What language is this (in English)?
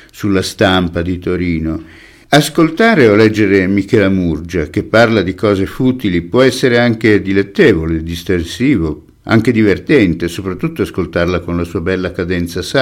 Italian